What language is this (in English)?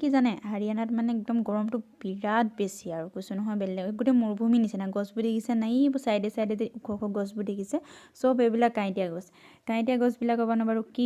Assamese